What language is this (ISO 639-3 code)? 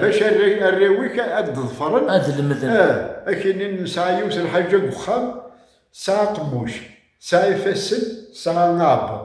kab